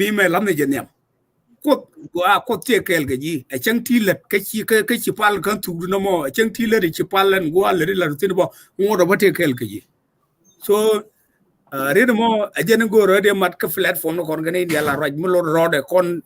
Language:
Nuer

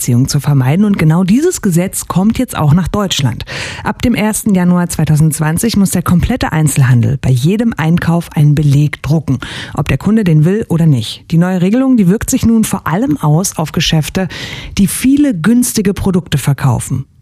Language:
German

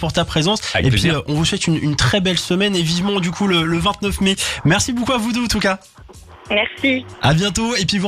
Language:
French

